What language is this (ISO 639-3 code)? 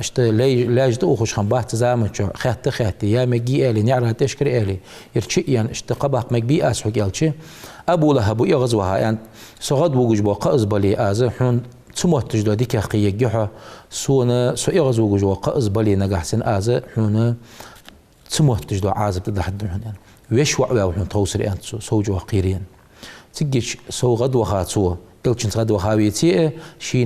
inh